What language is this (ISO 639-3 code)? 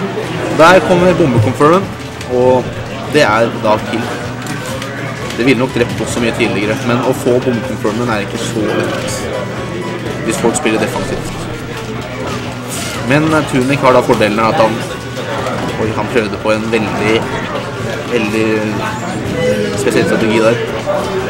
nor